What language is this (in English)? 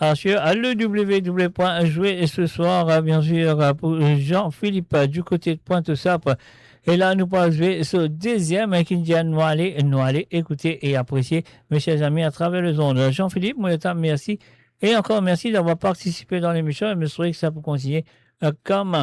Morisyen